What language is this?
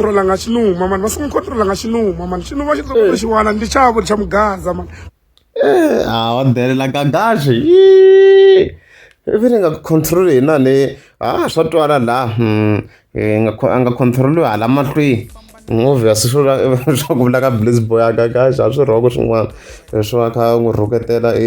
Tsonga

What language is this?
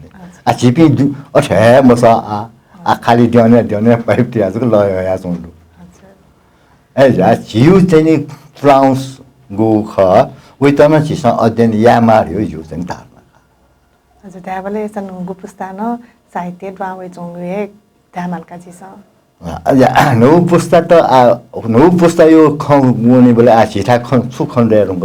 Newari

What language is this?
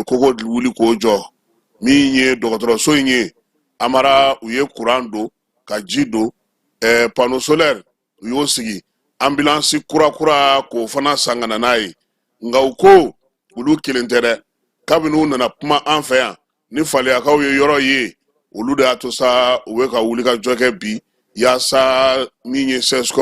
Bambara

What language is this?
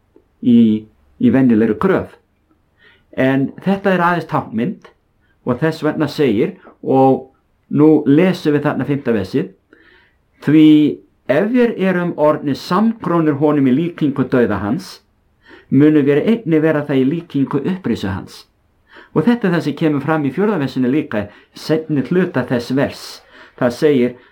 Icelandic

